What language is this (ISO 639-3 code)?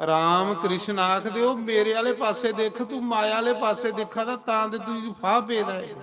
doi